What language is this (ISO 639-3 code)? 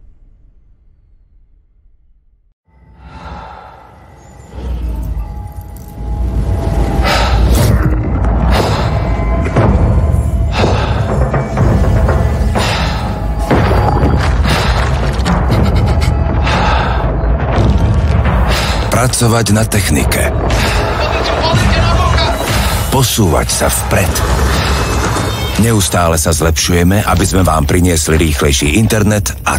slk